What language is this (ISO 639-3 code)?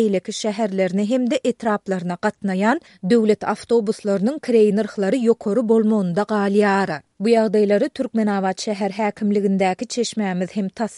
tuk